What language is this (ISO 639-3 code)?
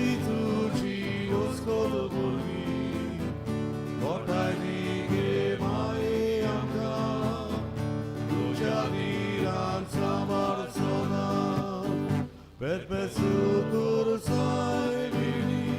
kok